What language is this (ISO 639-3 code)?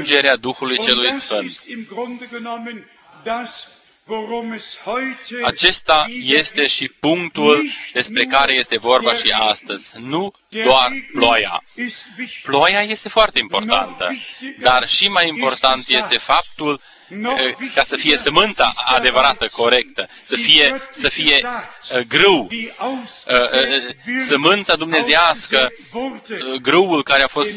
ron